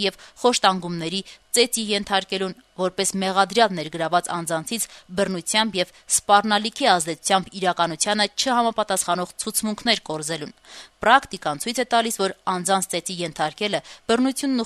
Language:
Armenian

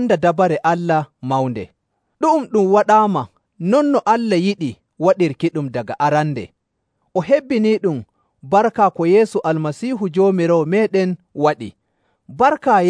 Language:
Nigerian Fulfulde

